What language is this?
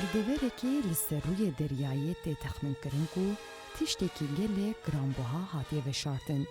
Kurdish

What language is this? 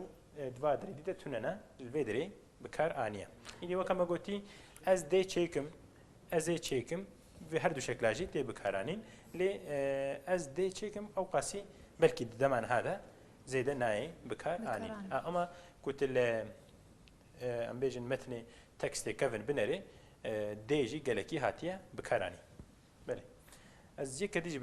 Kurdish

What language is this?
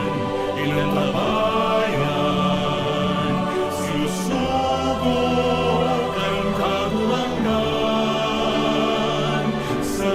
Bikol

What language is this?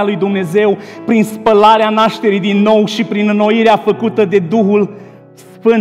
Romanian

